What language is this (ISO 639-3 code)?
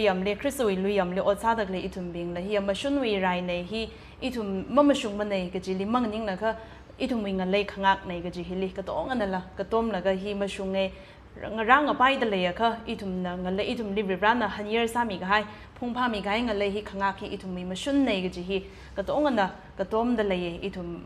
nmf